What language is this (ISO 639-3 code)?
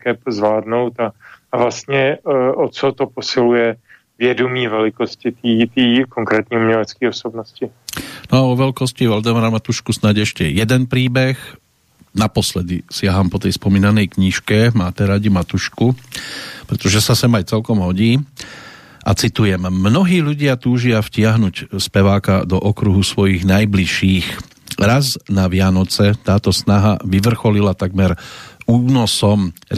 slk